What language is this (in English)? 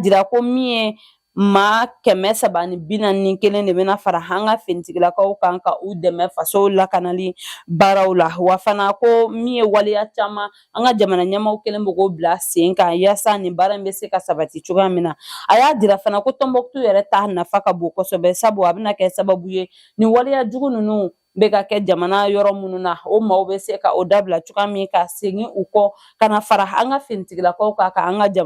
Bambara